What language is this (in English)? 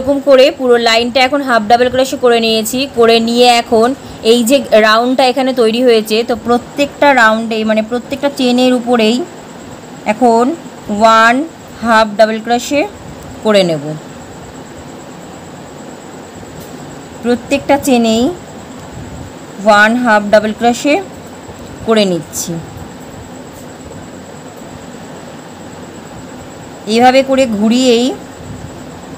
Bangla